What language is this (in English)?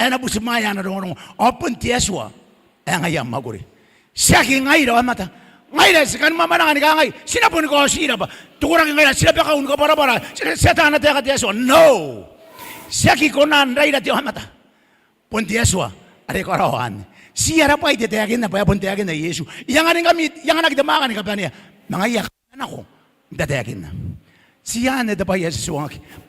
Gilbertese